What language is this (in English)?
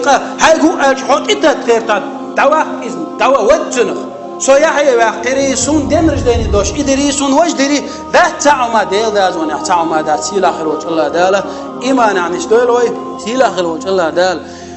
Chechen